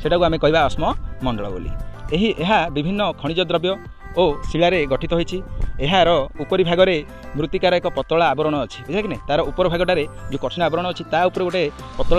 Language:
Odia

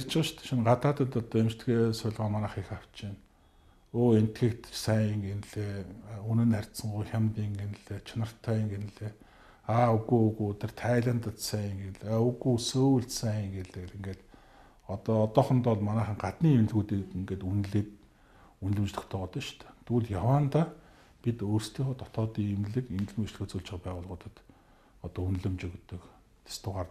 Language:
Mongolian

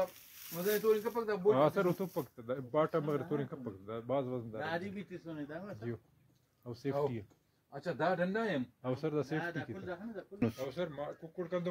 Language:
Brahui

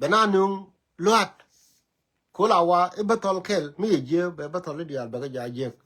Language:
Nuer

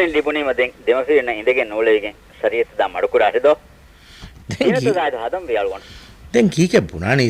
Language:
Divehi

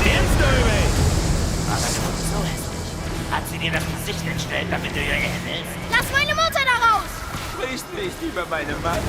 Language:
Bavarian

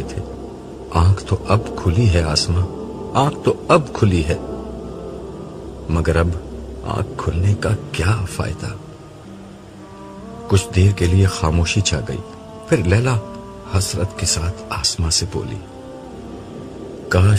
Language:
Urdu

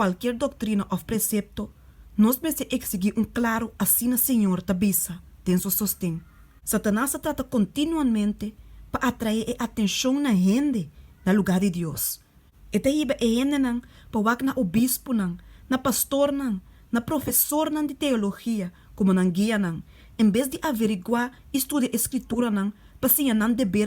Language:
Papiamento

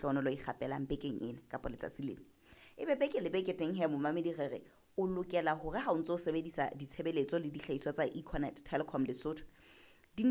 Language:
Southern Sotho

